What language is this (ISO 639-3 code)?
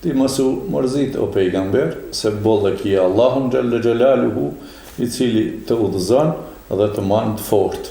sqi